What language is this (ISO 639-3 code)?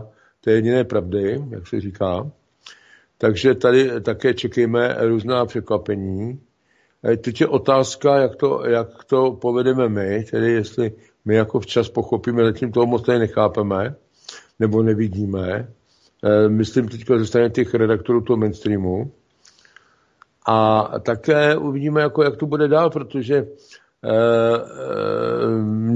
ces